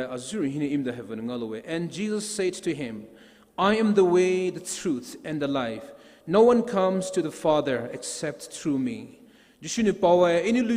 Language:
Poumei Naga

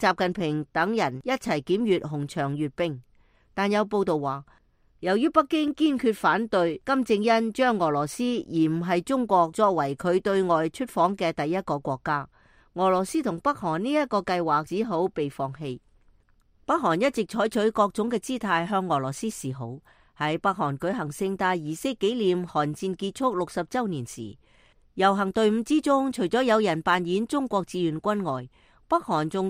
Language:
Cantonese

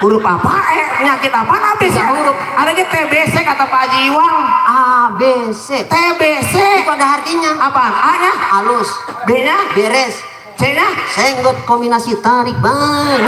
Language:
Betawi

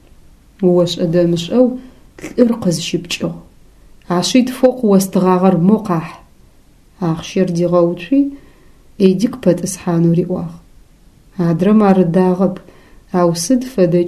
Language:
Adyghe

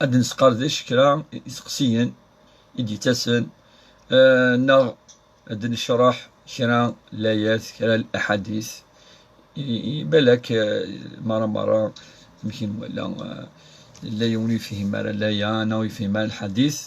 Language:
Kabyle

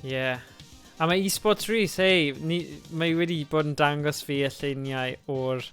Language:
Welsh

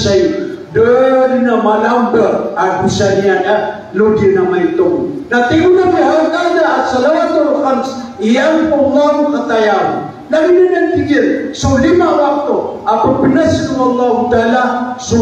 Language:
Maranao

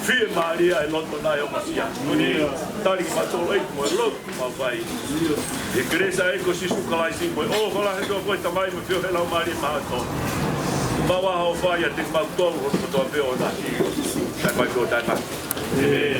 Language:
Tongan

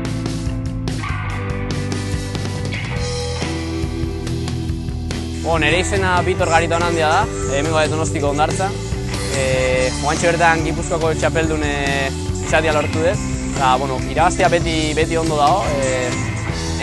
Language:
Basque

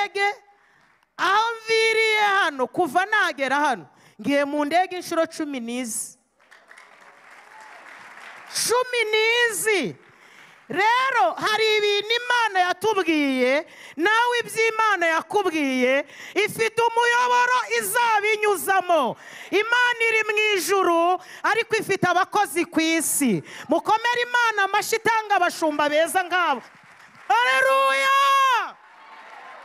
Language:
Kinyarwanda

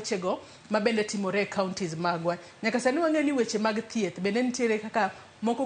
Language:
Luo (Kenya and Tanzania)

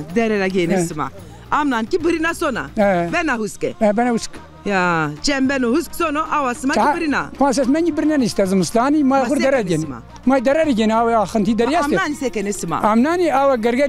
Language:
Zaza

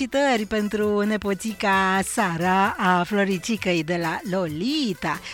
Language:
Romanian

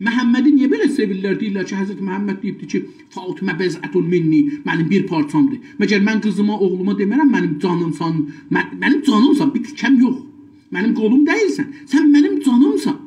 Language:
South Azerbaijani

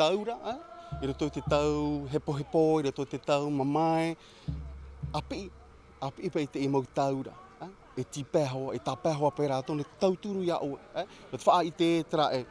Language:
Tahitian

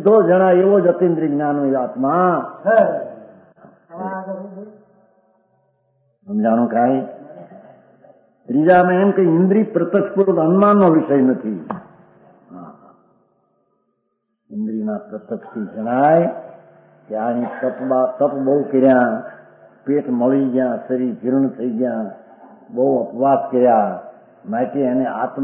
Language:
Gujarati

